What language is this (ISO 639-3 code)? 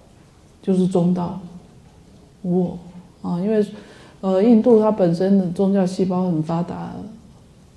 zho